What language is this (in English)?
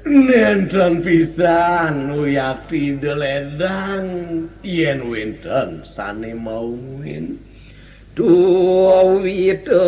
Balinese